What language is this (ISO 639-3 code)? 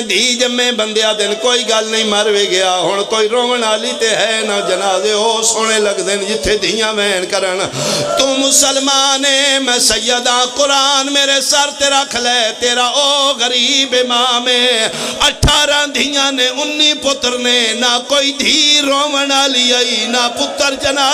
phr